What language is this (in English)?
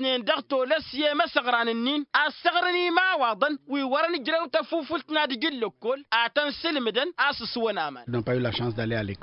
Tamasheq